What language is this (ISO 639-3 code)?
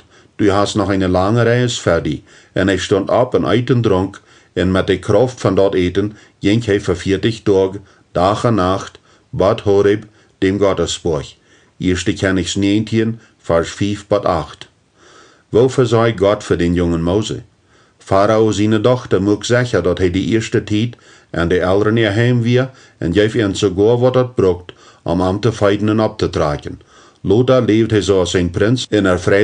pdt